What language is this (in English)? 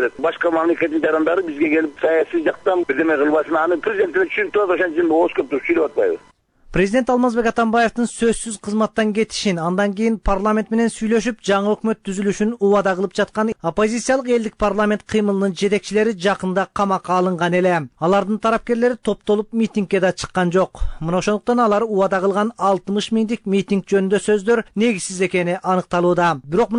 Kyrgyz